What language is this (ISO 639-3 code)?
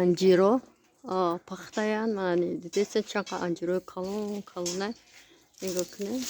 tgk